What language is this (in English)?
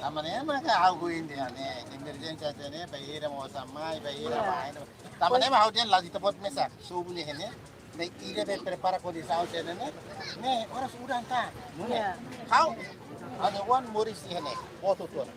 Tetum